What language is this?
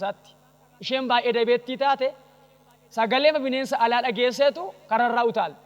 Oromo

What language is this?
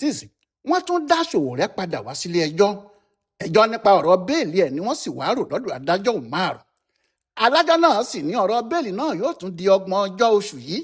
Yoruba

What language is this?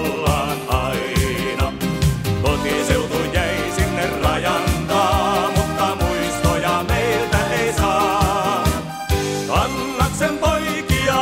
Finnish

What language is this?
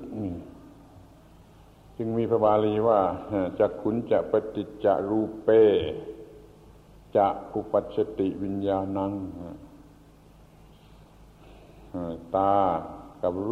Thai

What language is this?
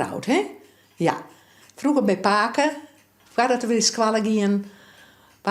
Western Frisian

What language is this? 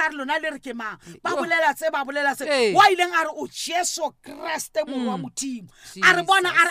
Southern Sotho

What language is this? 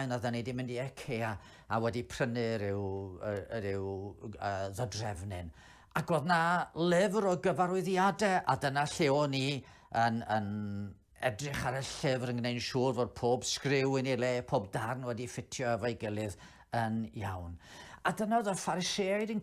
Welsh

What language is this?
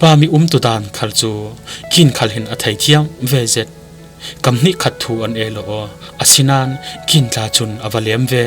Falam Chin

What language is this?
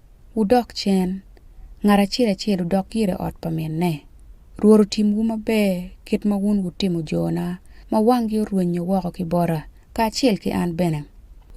Acoli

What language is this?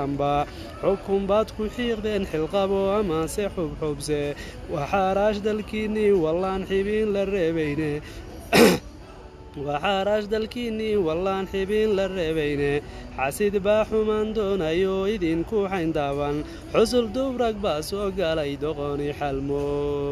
Somali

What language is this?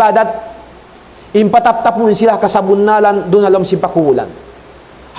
Tausug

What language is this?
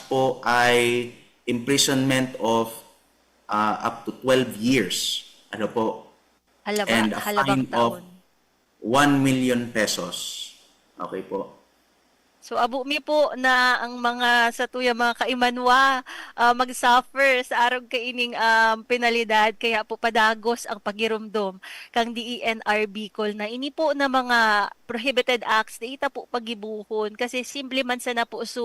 Bikol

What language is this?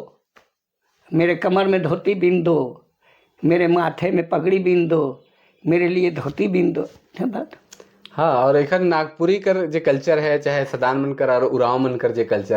Sadri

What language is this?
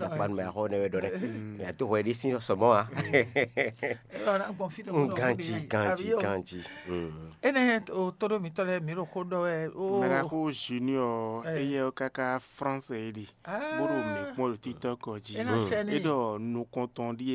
Fon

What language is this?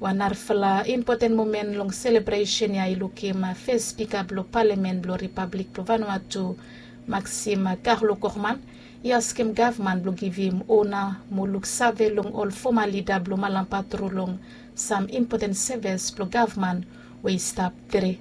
Bislama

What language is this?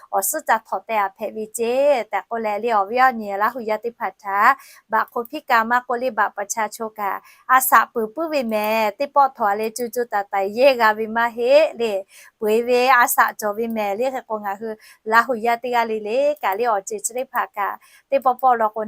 Lahu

